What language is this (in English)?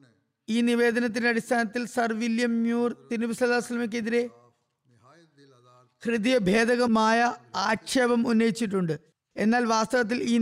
Malayalam